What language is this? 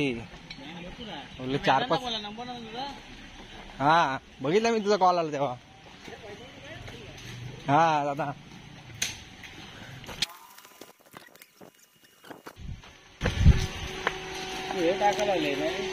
Marathi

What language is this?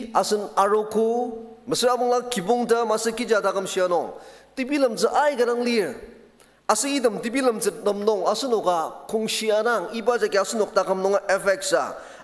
Ao Naga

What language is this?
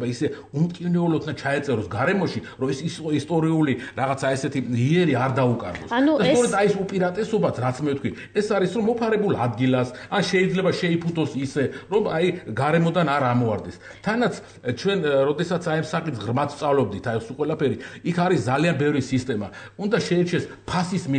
Georgian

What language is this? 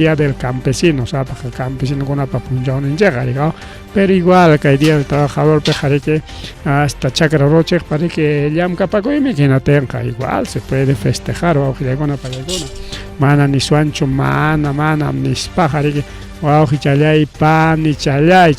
Ayacucho Quechua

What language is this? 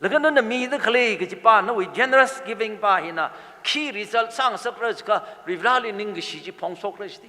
Tangkhul Naga (India)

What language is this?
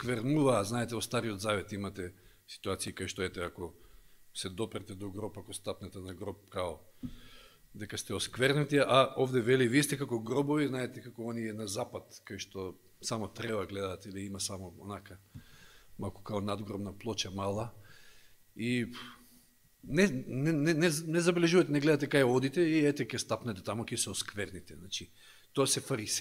Macedonian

